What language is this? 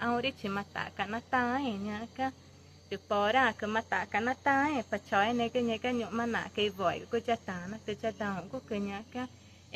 Ticuna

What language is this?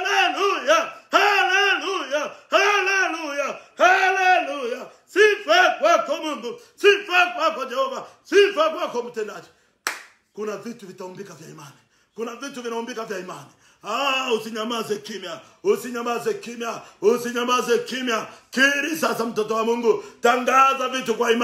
Swahili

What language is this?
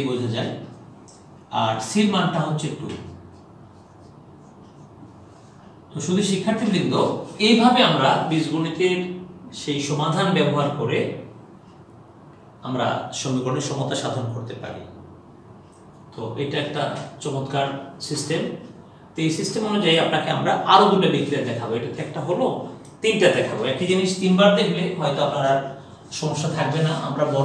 Bangla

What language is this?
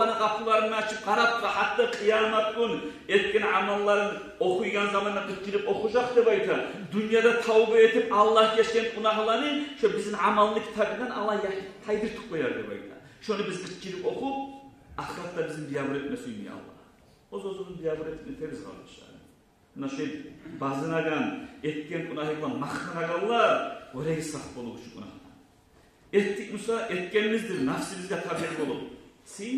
Kumyk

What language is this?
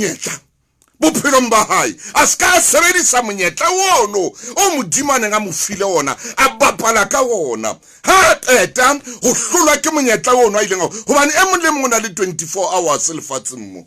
Southern Sotho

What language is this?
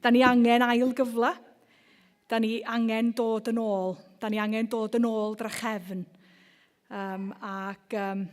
Welsh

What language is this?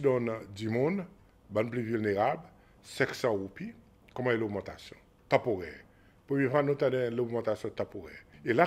Seselwa Creole French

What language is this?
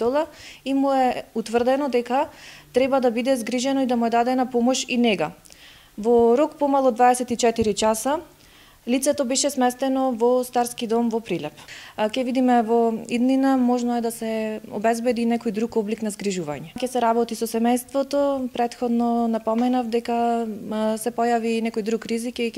Macedonian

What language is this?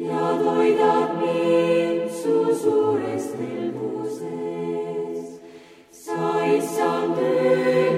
Estonian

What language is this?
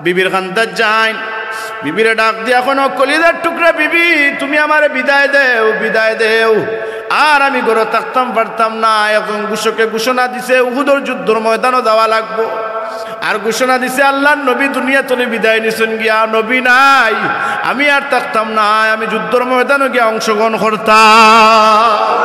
Sylheti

